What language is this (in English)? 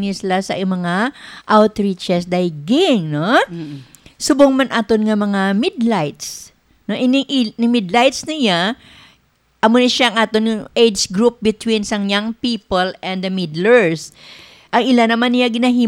Hiligaynon